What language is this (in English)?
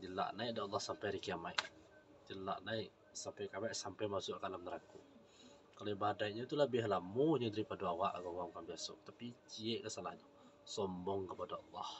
Minangkabau